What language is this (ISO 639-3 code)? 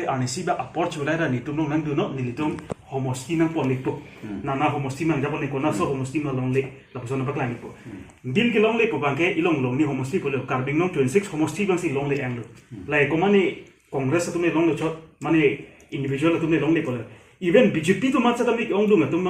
mjw